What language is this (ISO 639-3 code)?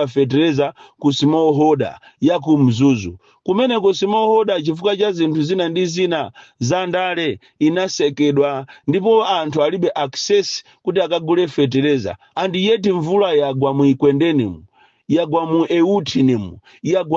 nya